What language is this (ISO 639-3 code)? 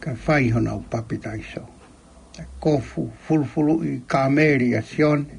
ton